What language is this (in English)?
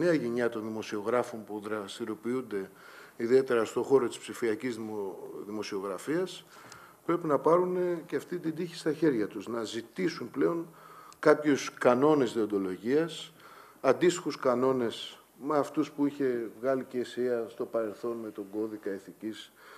Greek